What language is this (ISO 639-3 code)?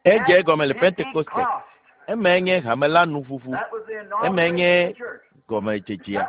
ewe